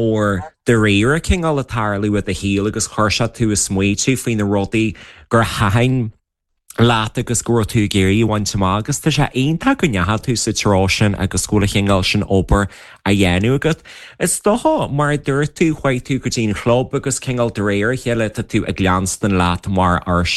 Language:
Irish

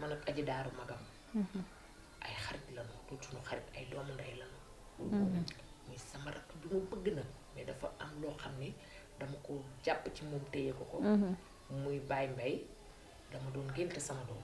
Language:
Wolof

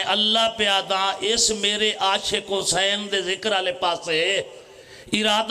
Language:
Pahari-Potwari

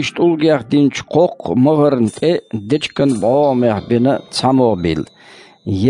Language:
Chechen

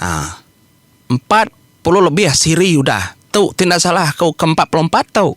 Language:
Iban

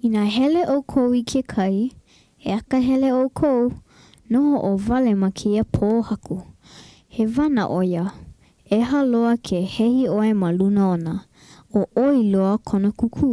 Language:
Hawaiian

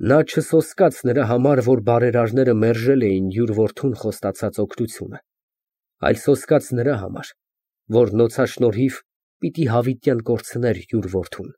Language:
Armenian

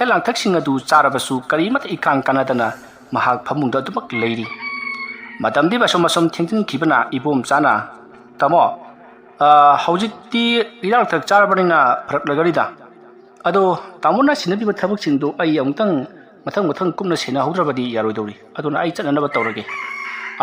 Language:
Manipuri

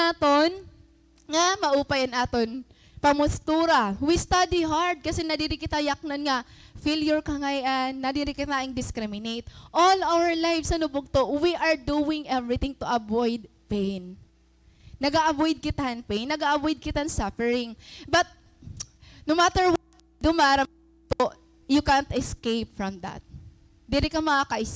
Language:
Waray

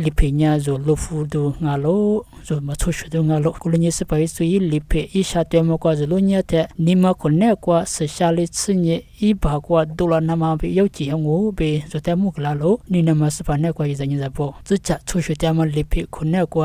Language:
Lisu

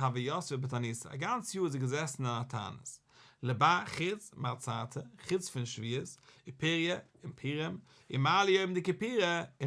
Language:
Yiddish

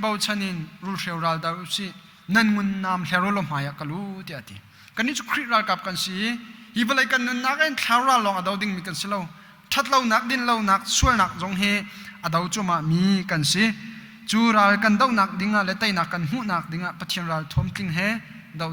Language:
Hakha Chin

